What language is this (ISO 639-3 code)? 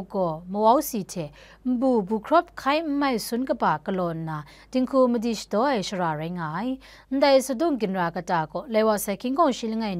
kac